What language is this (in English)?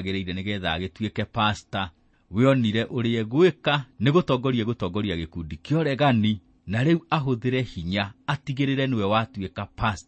Kikuyu